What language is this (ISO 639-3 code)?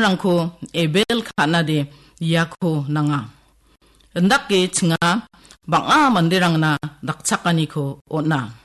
grt